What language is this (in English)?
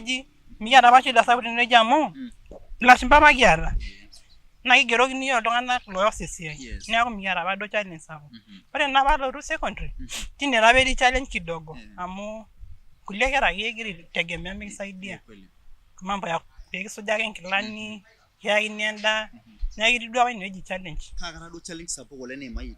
Masai